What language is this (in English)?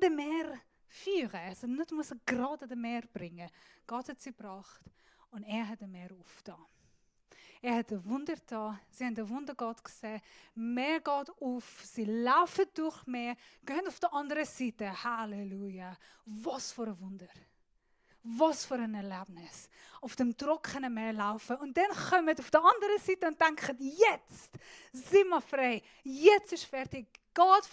Swiss German